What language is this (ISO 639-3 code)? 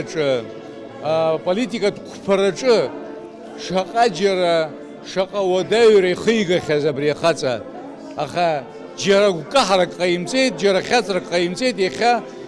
abk